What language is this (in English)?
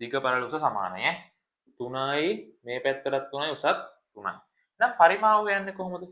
Sinhala